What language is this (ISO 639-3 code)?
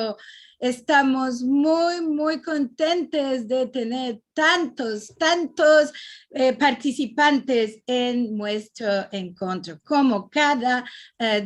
lad